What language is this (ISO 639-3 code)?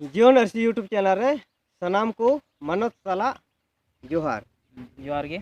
sat